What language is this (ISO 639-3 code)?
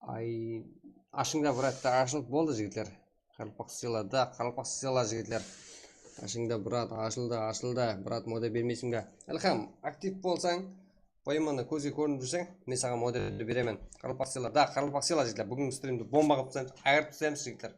kaa